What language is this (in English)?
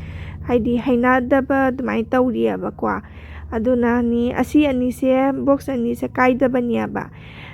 Manipuri